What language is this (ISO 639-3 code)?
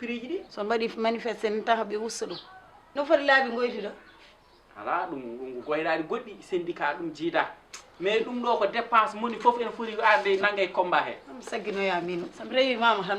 ful